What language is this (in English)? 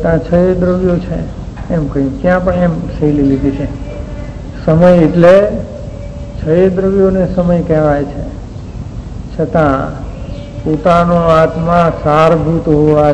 Gujarati